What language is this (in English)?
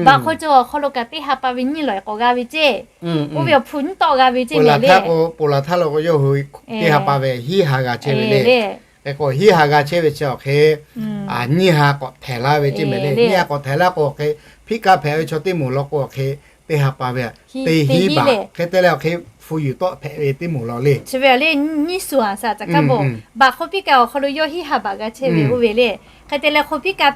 Lahu